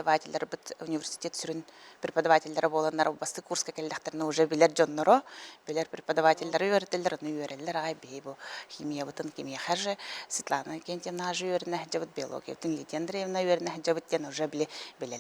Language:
Yakut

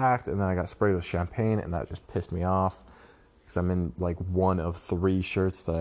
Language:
English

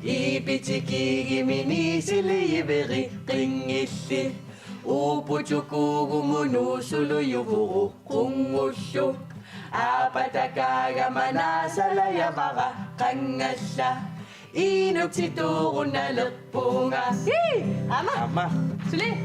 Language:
Kalaallisut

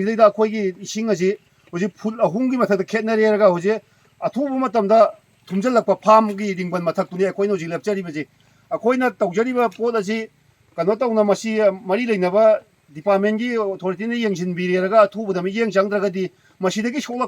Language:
Manipuri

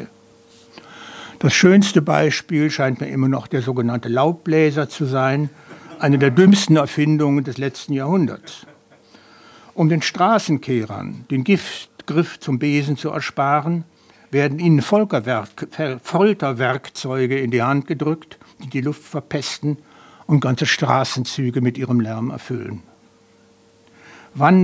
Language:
German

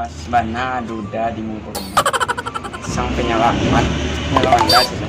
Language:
Minangkabau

